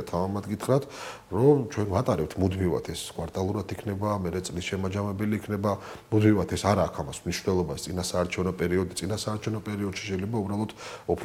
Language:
Georgian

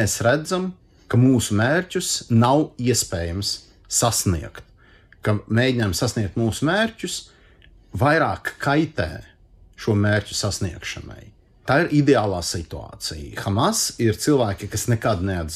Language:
Latvian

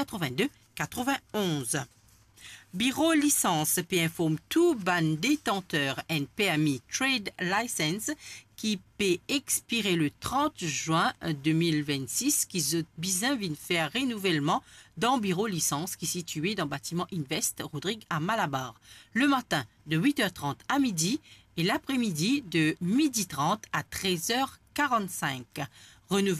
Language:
Morisyen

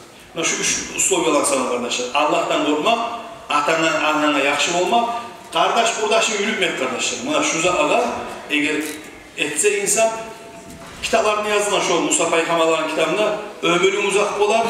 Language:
Kumyk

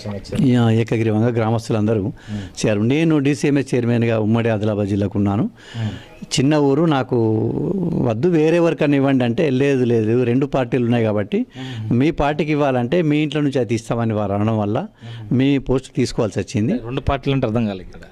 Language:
Telugu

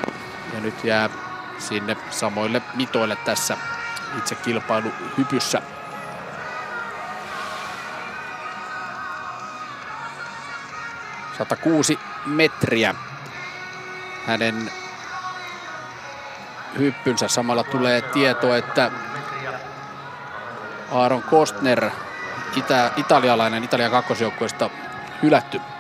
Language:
Finnish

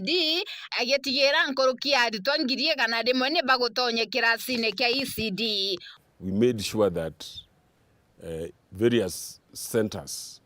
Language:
Meru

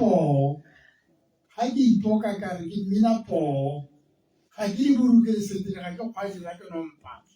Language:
Tswana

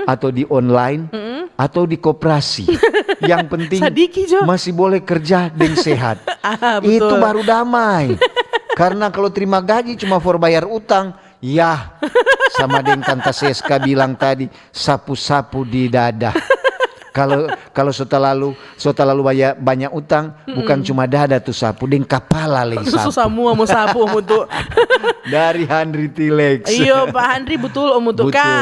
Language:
Manado Malay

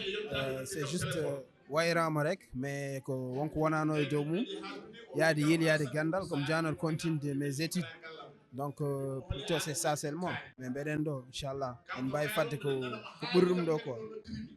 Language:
Fula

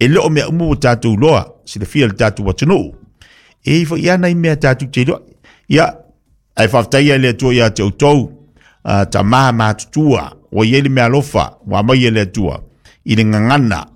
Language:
Samoan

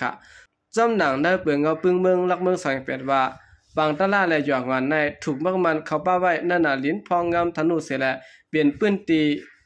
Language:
Shan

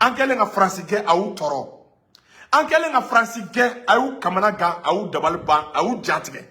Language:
Bambara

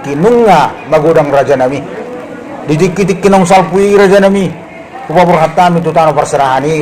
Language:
Batak Toba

